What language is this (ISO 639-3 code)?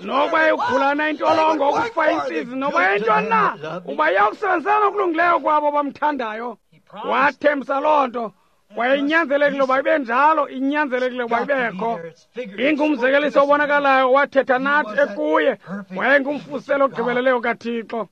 xho